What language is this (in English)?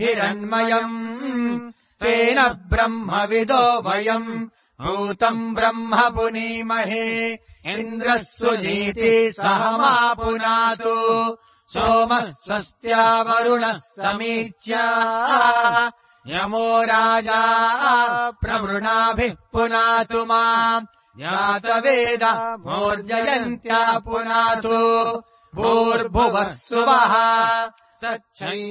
Sanskrit